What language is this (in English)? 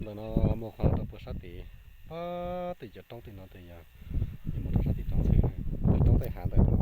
Hmong